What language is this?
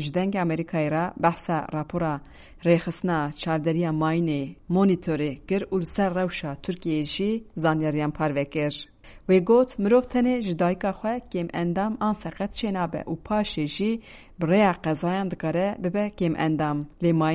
Kurdish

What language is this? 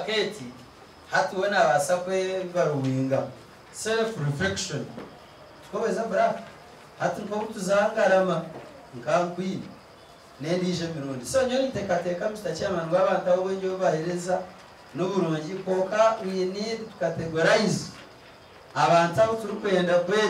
Nyankole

